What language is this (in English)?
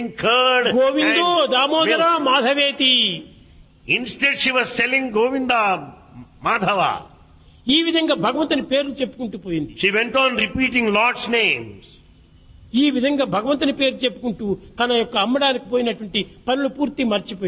Telugu